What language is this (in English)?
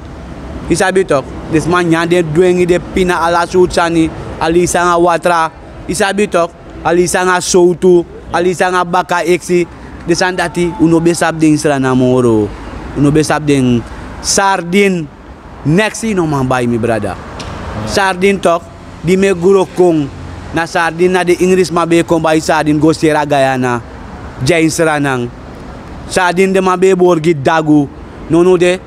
Sranan Tongo